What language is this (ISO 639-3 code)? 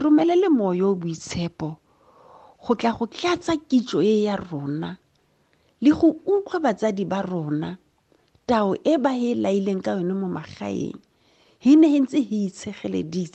tsn